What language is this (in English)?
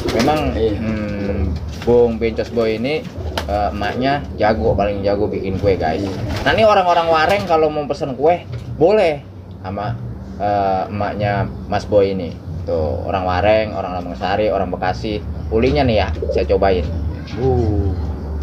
Betawi